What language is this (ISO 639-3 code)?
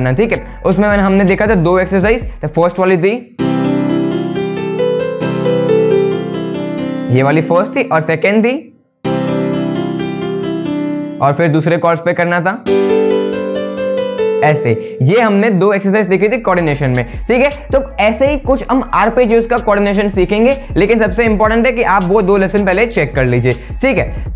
hin